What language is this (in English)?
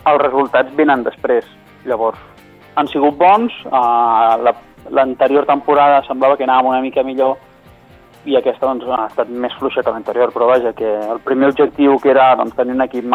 Catalan